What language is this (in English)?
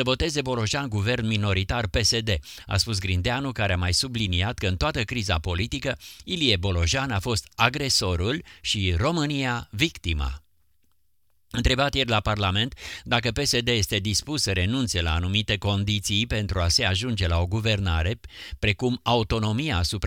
Romanian